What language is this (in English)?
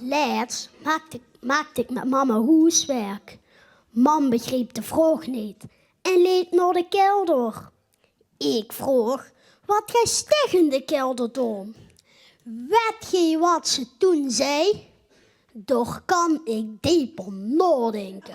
Limburgish